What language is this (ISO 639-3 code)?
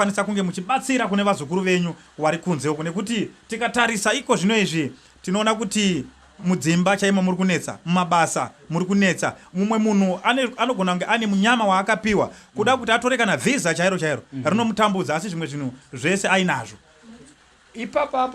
sna